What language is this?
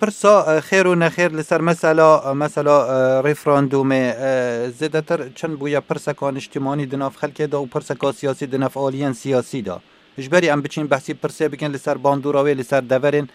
Kurdish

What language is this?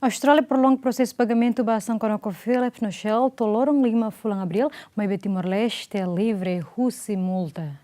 Tetum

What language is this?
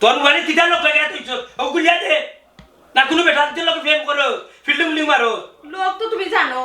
Sylheti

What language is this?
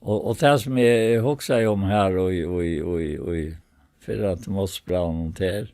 Faroese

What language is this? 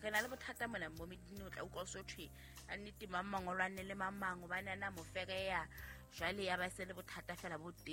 Southern Sotho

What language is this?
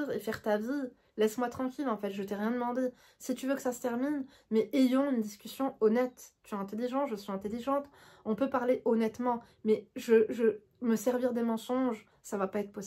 French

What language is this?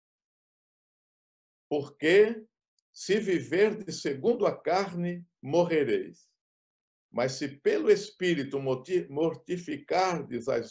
Portuguese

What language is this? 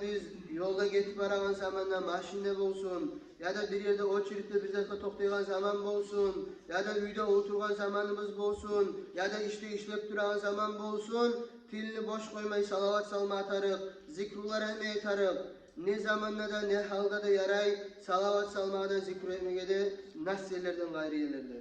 Kumyk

